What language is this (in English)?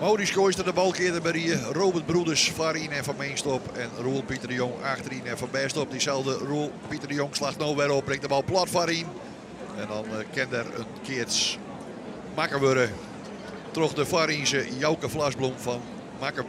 Western Frisian